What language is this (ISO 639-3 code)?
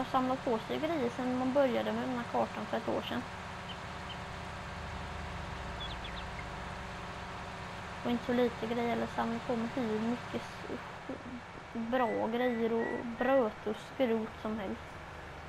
swe